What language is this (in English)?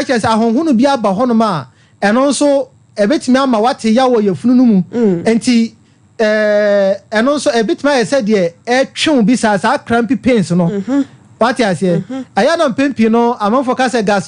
Akan